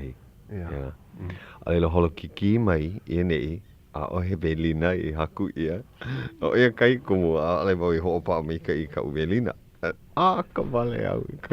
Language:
Hawaiian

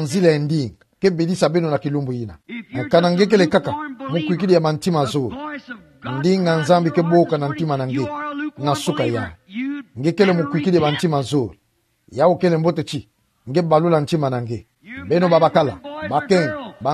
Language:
Kituba (Democratic Republic of Congo)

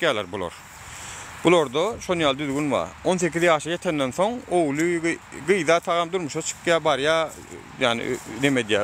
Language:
Turkmen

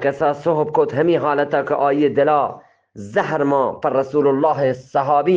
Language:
Eastern Balochi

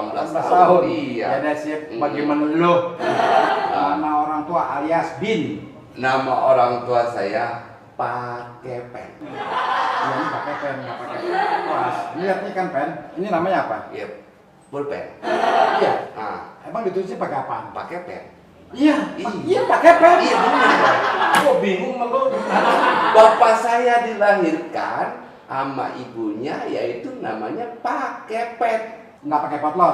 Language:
Betawi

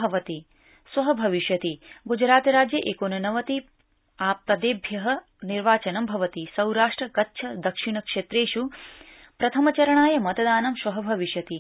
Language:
Sanskrit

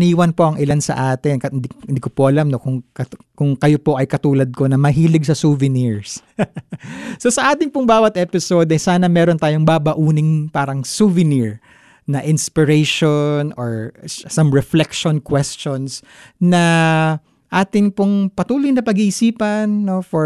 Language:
Filipino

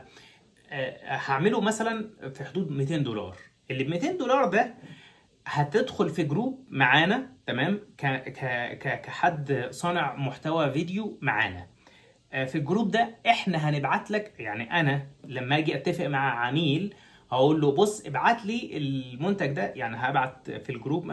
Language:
Egyptian Arabic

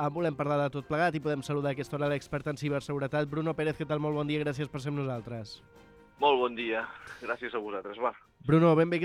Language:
Catalan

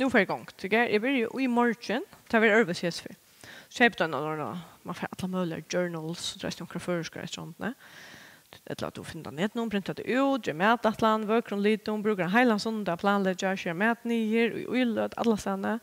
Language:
Faroese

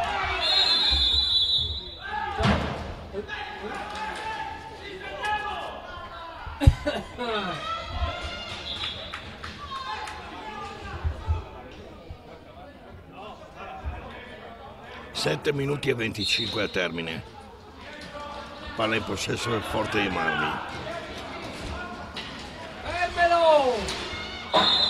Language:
Italian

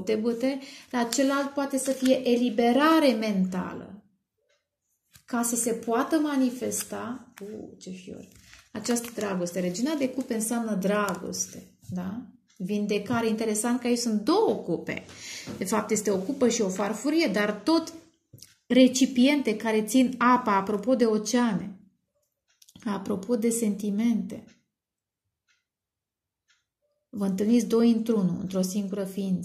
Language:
Romanian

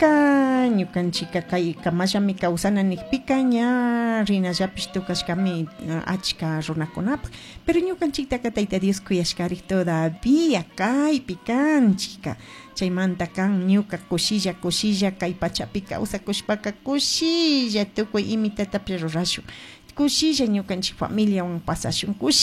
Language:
Chimborazo Highland Quichua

